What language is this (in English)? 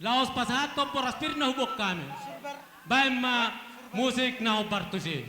Batak Toba